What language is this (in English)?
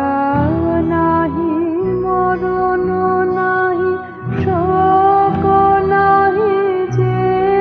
Bangla